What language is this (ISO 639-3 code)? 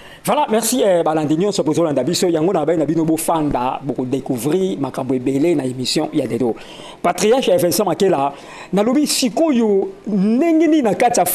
lin